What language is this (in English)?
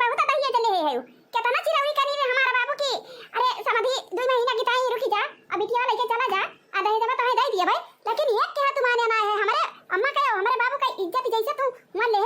Awadhi